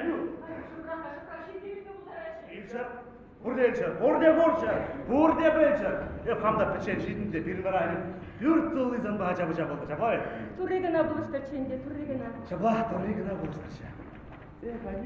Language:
Chuvash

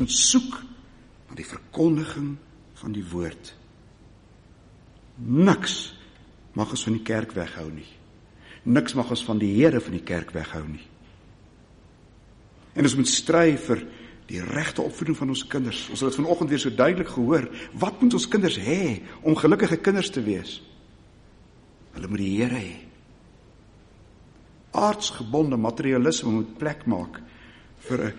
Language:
Afrikaans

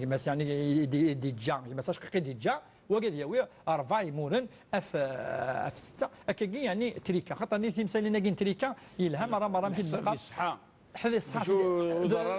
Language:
Kabyle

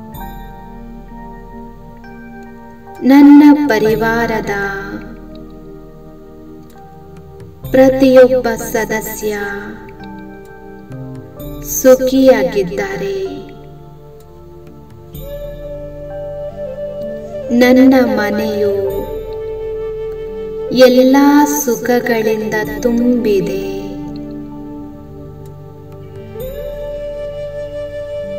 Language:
Kannada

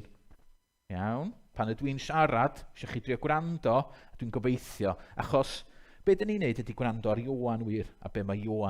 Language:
Welsh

